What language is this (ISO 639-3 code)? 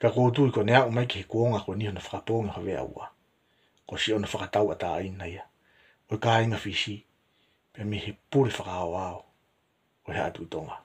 ton